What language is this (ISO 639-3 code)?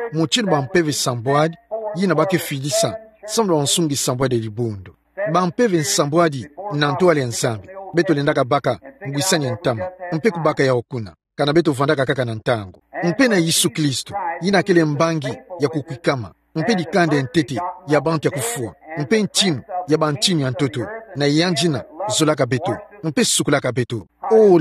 ktu